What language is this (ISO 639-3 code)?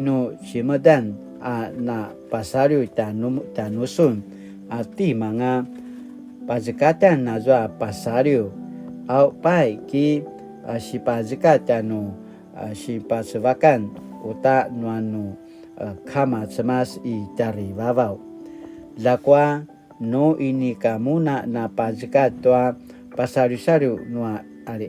pwn